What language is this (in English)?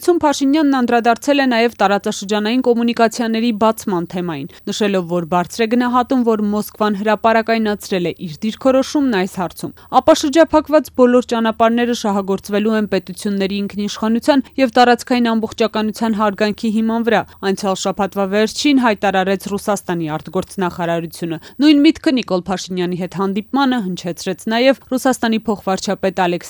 Armenian